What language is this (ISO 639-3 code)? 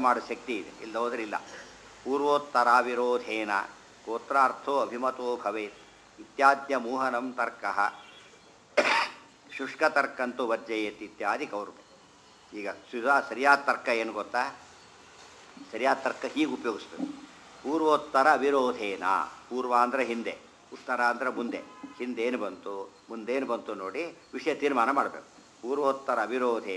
kan